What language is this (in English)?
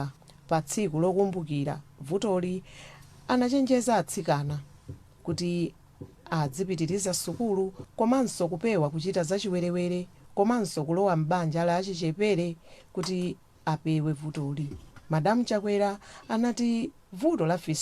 Nyanja